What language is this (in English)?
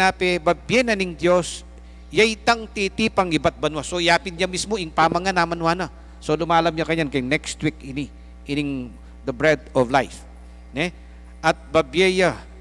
Pampanga